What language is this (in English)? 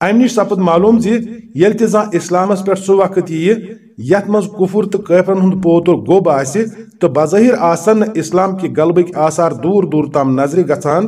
Kashmiri